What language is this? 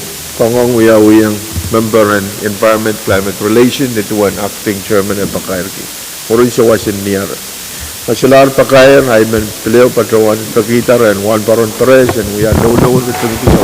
Pohnpeian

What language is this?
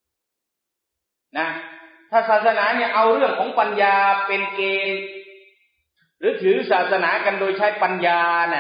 Thai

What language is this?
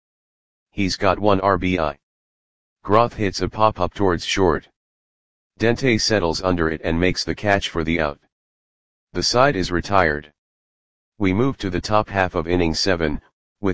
English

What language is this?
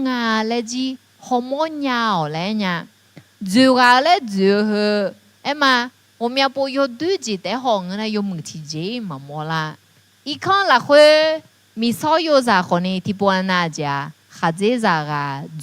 Akha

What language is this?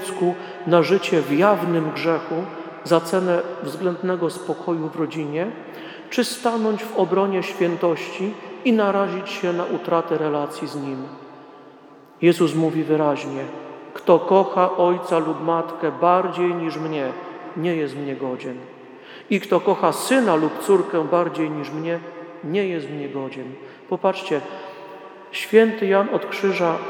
Polish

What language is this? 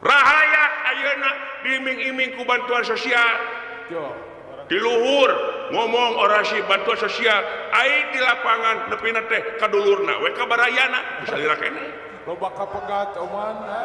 Sundanese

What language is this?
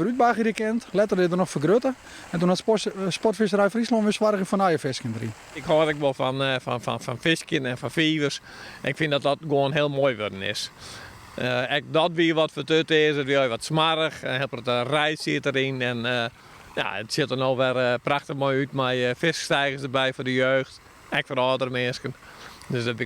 Western Frisian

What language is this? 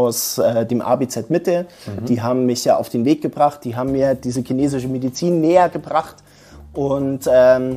German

